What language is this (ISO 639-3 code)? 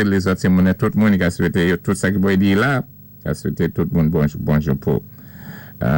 acf